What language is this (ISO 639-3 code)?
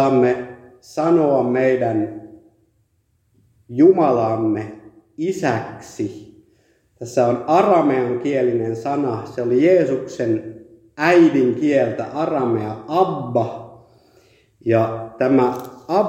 fin